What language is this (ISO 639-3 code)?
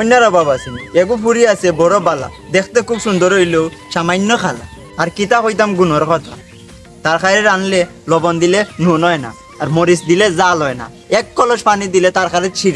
syl